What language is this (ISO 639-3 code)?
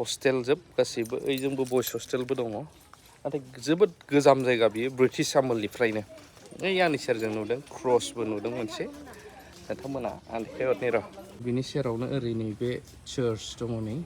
brx